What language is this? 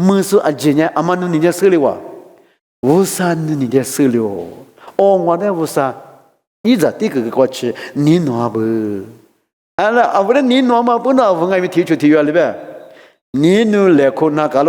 Lisu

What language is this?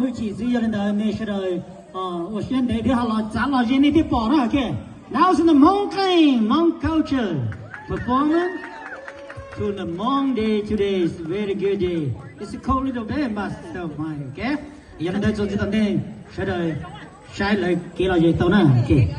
Hmong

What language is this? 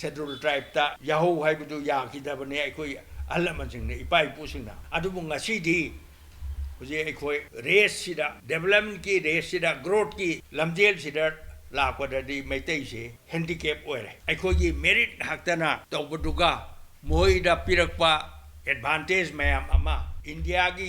Manipuri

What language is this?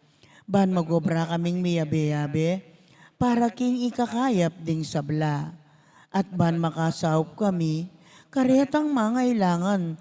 Pampanga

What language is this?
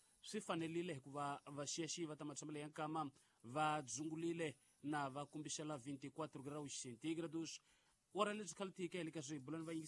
Tsonga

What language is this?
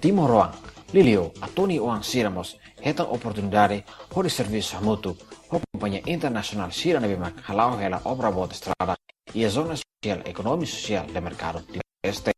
Tetum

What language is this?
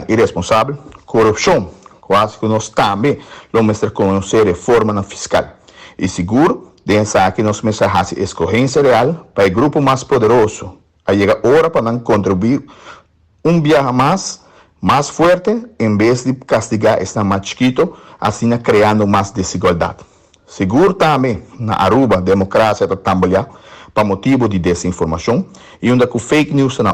Papiamento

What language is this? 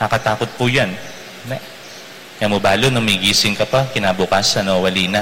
Pampanga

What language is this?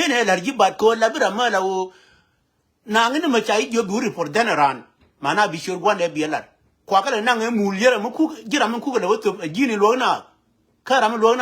Nuer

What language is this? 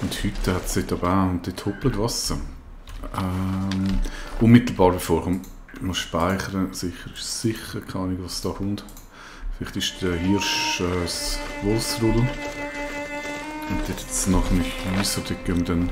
Swiss German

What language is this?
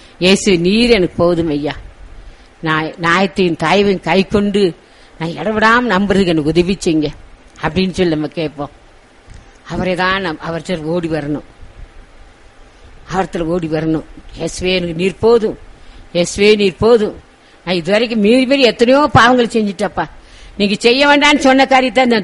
Tamil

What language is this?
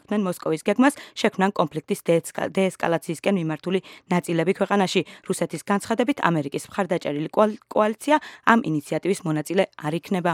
Georgian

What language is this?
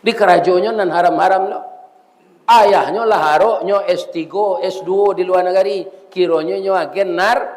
Minangkabau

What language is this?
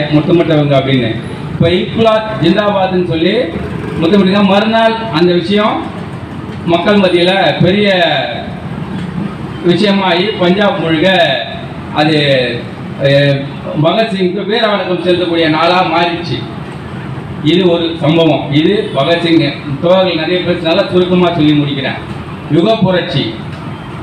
Tamil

